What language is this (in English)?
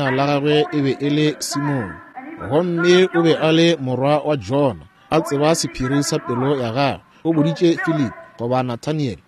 Northern Sotho